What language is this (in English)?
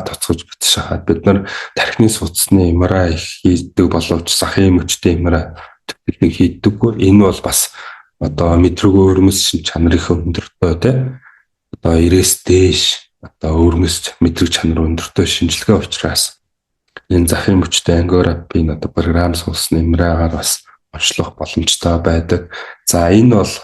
Mongolian